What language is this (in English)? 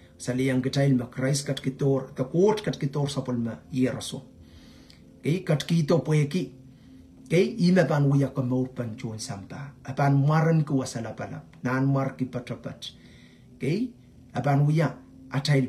Pohnpeian